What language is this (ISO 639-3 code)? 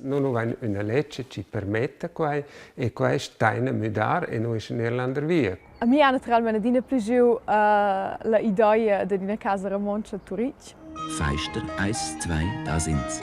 roh